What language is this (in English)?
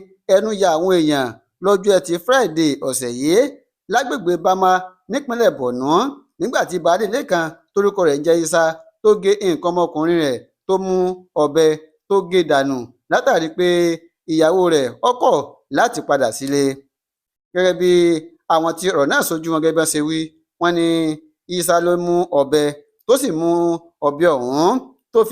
Yoruba